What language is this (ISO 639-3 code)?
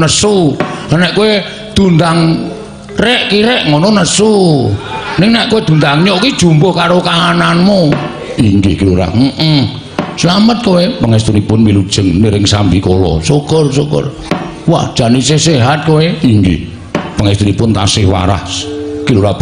jav